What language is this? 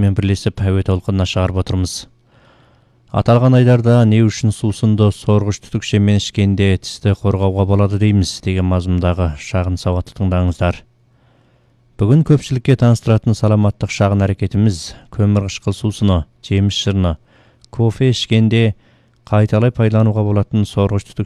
Kazakh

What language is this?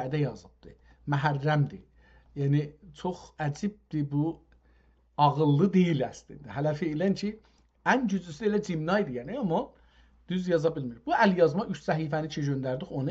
South Azerbaijani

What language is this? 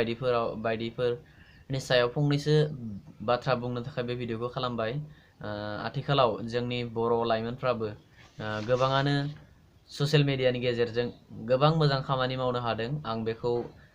Bodo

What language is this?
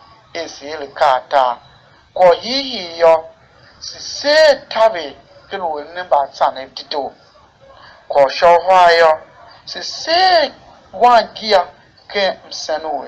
Tiv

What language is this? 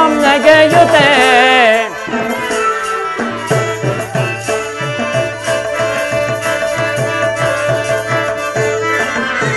Kannada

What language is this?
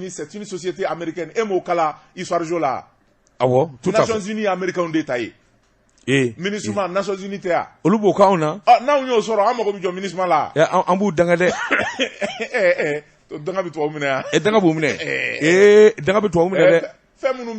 Bambara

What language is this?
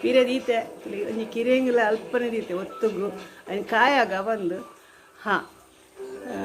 Tulu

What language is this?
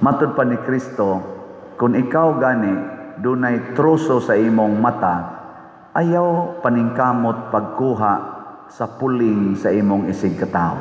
Cebuano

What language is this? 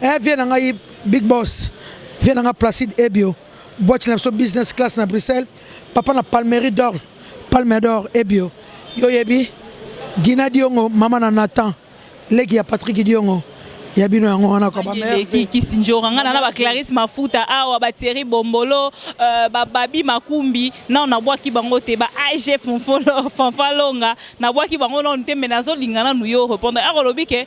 Lingala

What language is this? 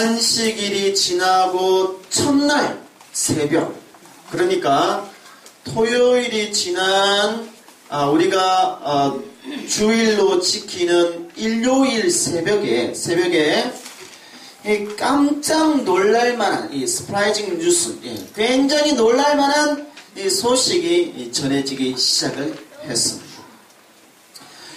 Korean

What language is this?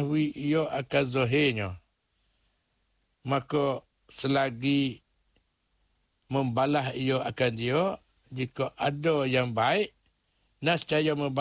Malay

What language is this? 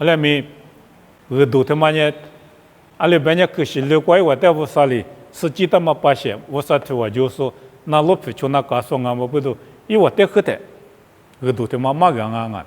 Lisu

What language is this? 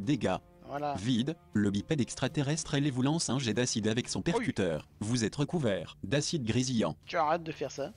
French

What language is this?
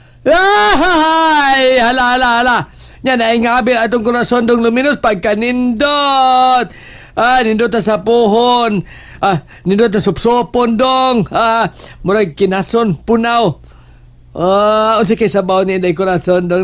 Cebuano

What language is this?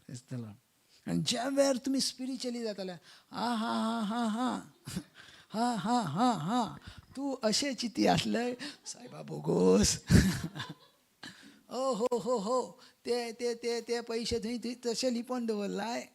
Konkani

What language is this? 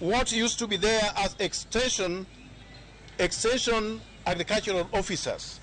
Luo (Kenya and Tanzania)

